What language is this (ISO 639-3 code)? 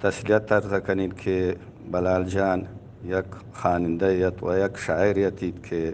bal